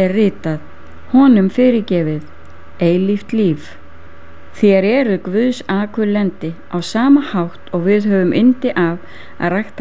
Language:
Icelandic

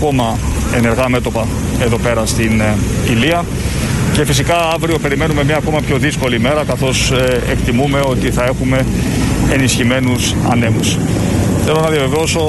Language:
Greek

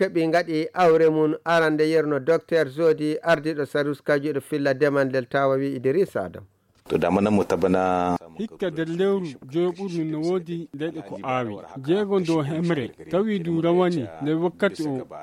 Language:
Nigerian Fulfulde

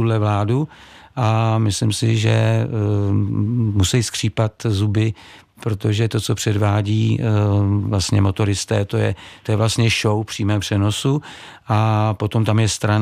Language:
Czech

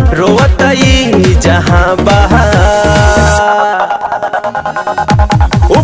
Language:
Bhojpuri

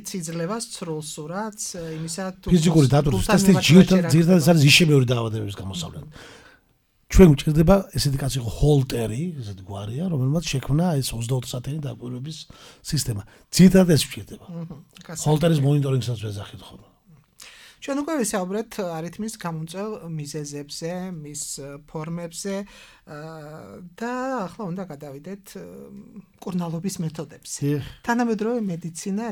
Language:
Georgian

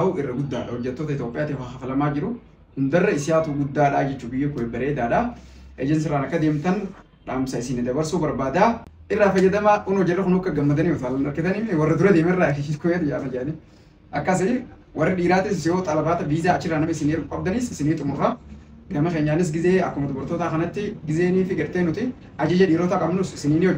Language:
Oromo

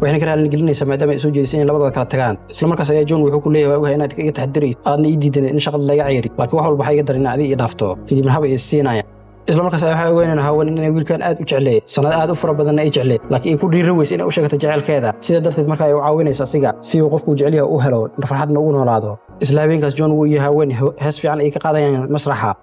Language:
Somali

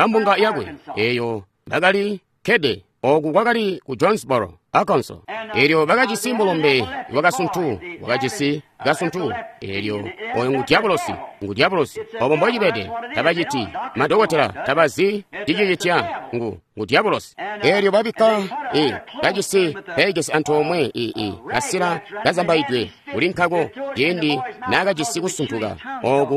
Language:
Tonga (Zambia)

